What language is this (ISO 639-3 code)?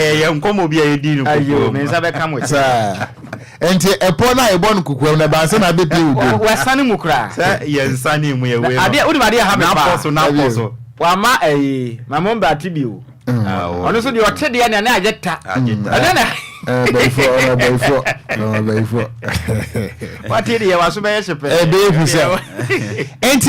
aka